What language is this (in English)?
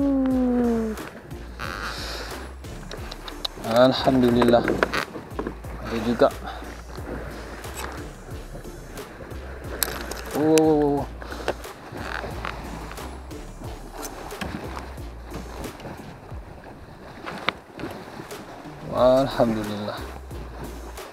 Malay